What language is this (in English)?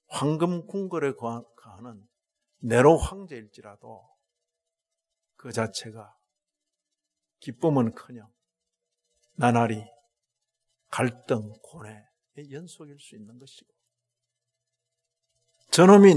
Korean